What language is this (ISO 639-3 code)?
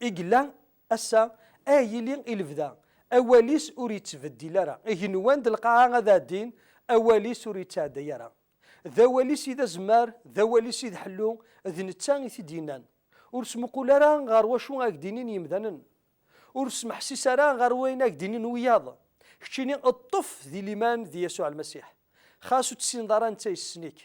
kab